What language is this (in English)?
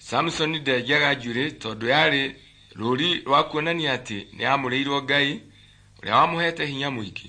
Kikuyu